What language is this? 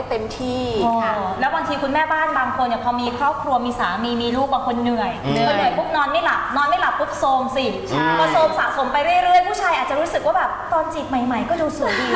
Thai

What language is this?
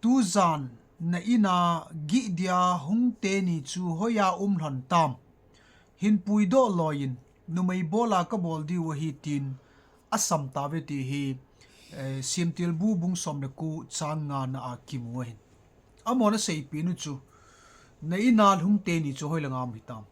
Thado Chin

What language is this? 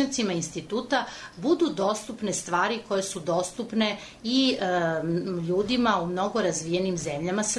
Serbian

